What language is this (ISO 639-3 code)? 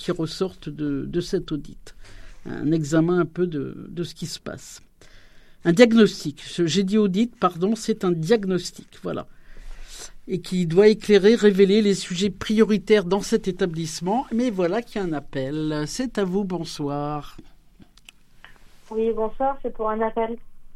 fra